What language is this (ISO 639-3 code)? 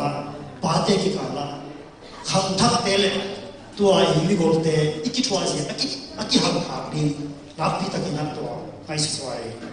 ctd